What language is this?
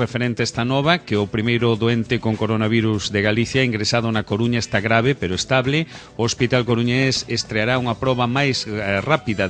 Galician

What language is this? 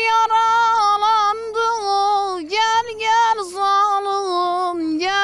Zaza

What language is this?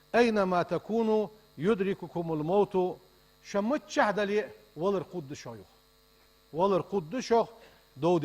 Ingush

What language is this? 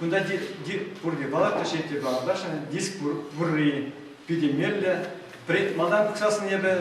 Chuvash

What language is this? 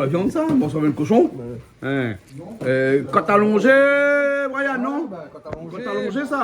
Réunion Creole French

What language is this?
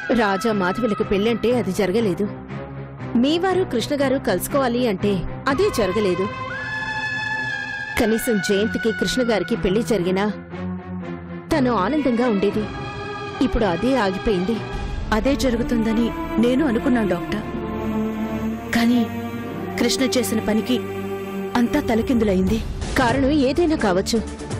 Telugu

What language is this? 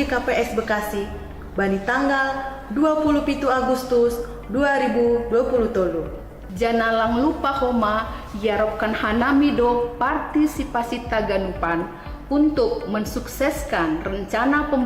Batak Simalungun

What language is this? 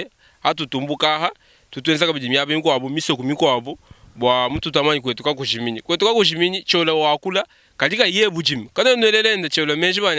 Luba-Lulua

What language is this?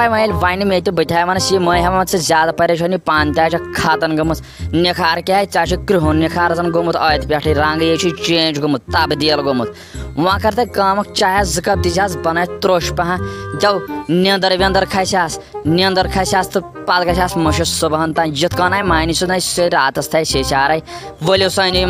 Kashmiri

